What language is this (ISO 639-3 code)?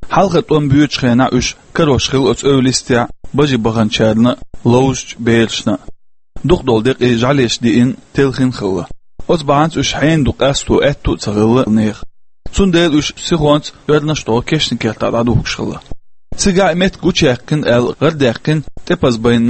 che